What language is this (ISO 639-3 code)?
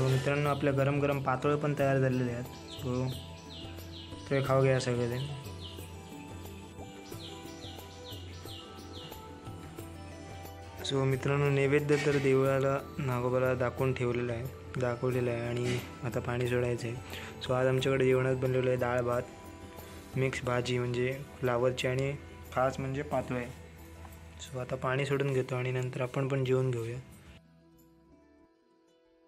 mar